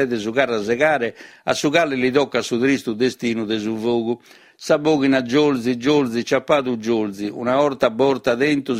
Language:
Sardinian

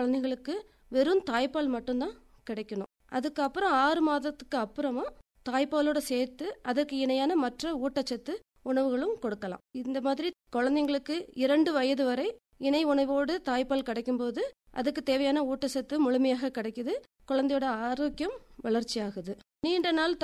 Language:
Tamil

